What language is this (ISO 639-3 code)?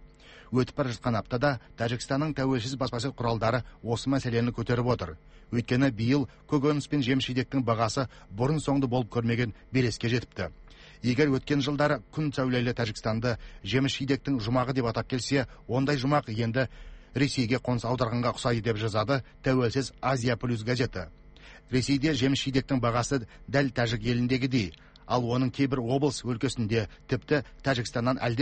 kaz